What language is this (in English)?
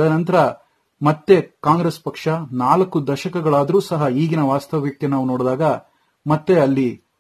Kannada